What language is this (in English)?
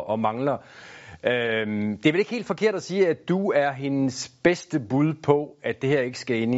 Danish